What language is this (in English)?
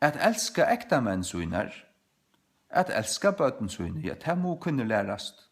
Faroese